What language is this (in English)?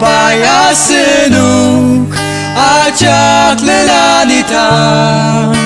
Ao Naga